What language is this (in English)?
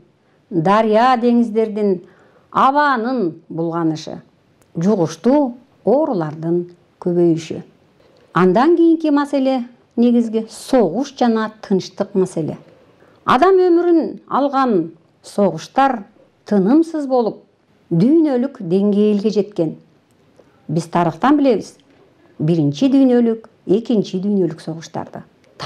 Kyrgyz